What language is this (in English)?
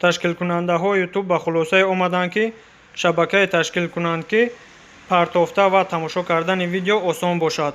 Tajik